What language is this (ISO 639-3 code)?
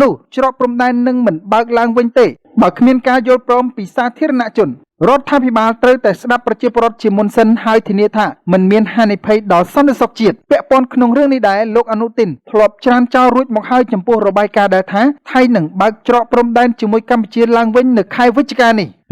khm